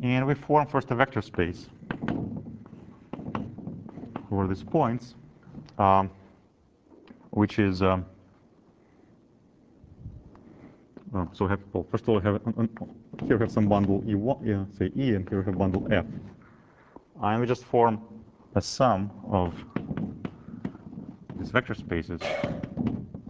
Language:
English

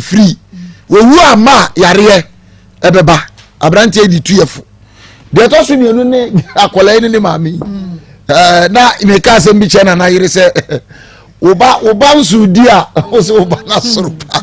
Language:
Akan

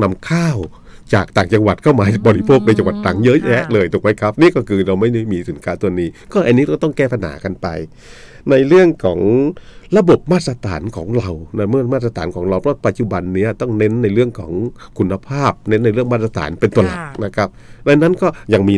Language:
Thai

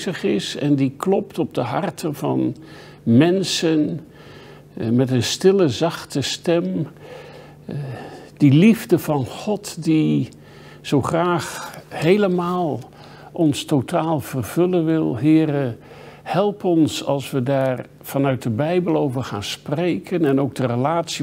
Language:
Dutch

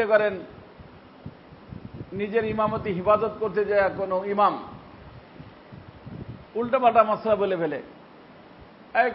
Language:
Bangla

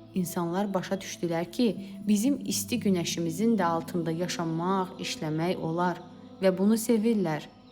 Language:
Azerbaijani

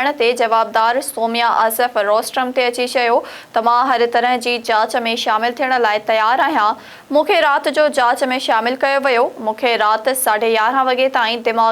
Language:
Sindhi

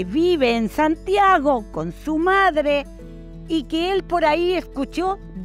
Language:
Rapanui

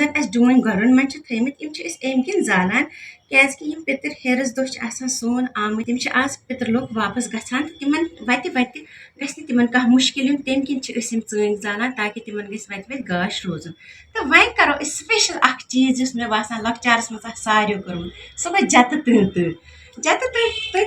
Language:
Kashmiri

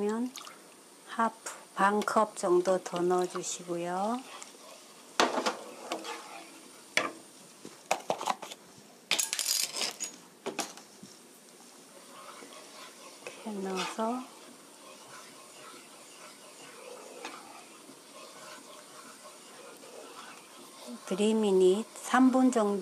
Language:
Korean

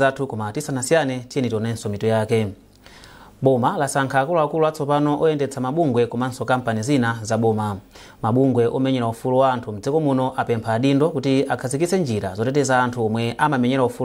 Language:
Nyanja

